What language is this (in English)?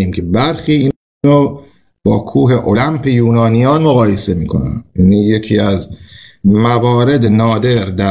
Persian